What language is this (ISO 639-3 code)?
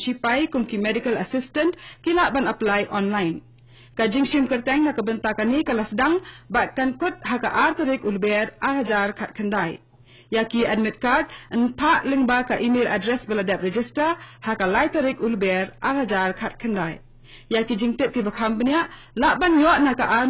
kha